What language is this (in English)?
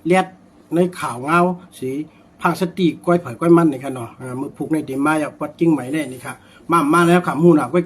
Shan